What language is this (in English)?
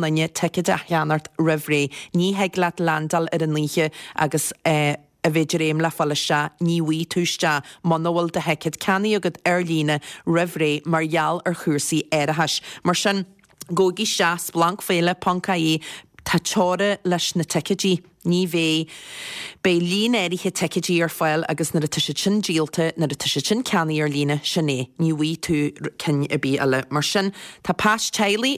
Irish